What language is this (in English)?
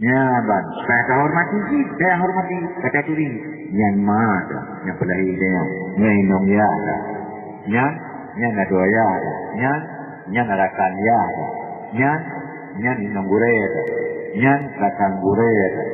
Achinese